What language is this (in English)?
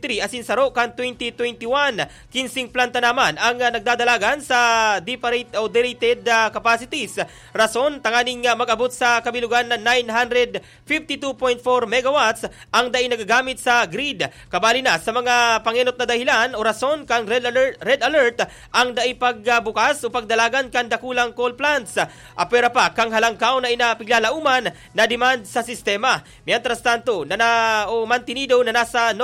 Bikol